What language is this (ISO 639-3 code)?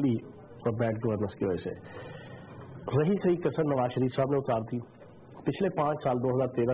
urd